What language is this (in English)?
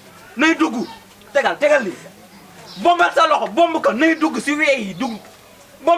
Wolof